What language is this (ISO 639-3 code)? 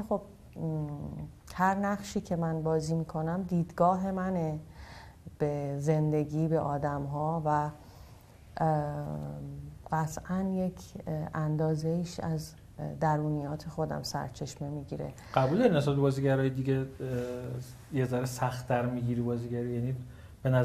fas